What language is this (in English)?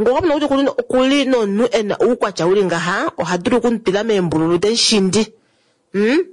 Kuanyama